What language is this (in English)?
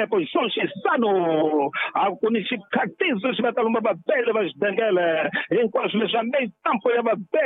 Tsonga